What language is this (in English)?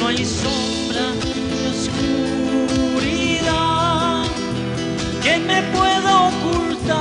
Aymara